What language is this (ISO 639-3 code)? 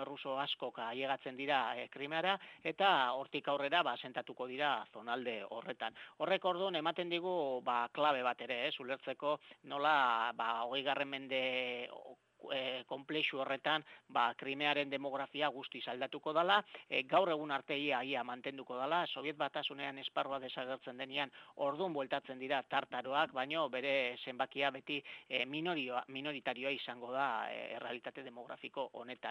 eus